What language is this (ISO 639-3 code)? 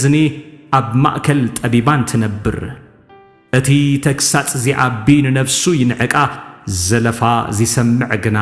tir